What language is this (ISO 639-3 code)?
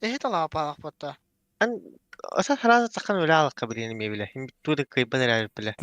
sah